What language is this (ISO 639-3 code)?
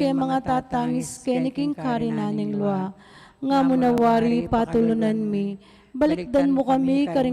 pam